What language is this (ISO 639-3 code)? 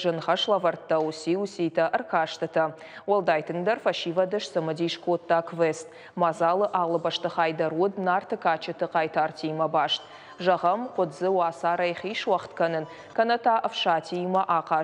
oss